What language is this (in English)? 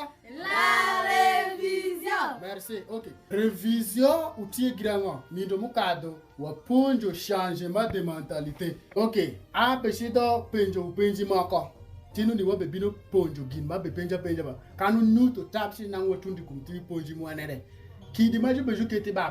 Alur